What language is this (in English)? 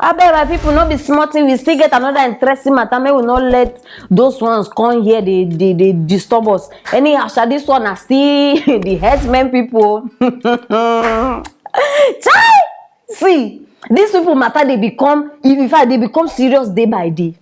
Nigerian Pidgin